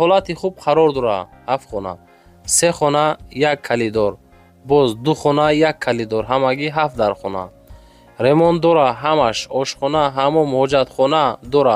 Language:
Tajik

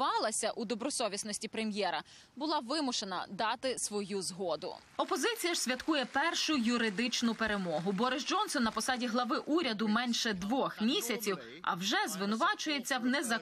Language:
Ukrainian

